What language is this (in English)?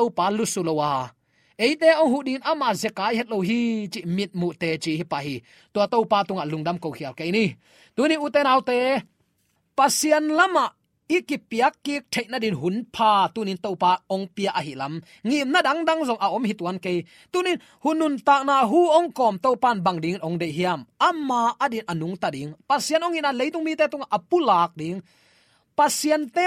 Tedim Chin